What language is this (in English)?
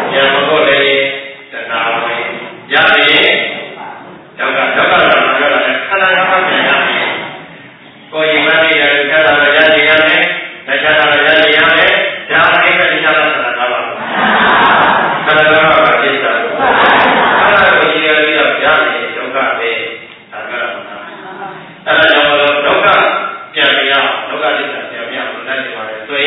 Burmese